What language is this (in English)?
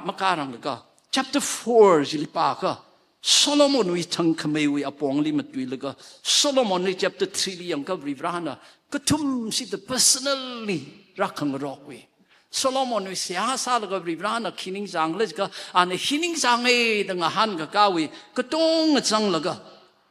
Tangkhul Naga (India)